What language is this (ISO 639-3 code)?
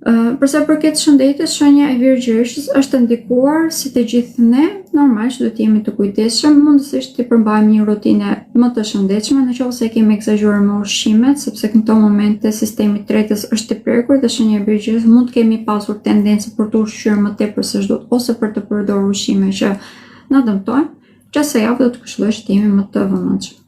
sqi